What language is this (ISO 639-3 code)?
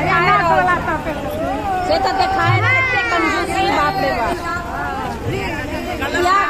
mai